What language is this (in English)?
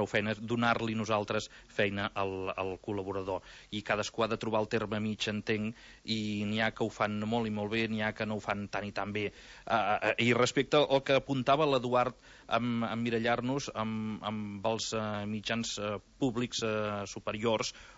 Catalan